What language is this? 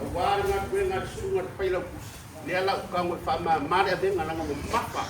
Samoan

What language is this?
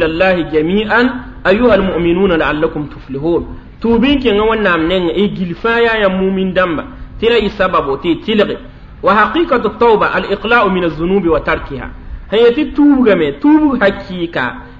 Mossi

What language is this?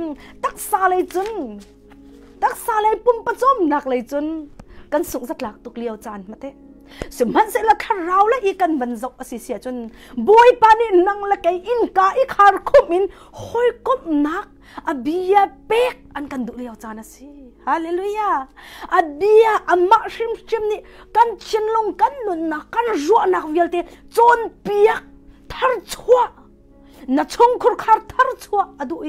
Hakha Chin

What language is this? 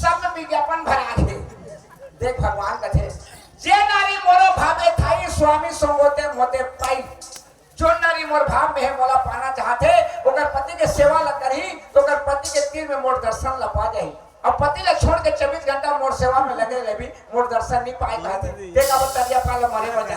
Chhattisgarhi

